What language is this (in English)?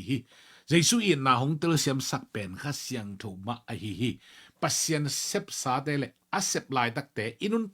Tedim Chin